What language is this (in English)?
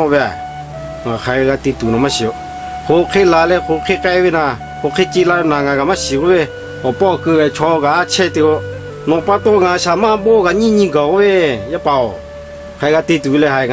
Lahu